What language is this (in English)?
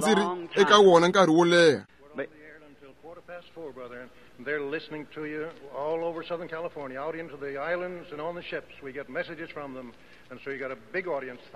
Tsonga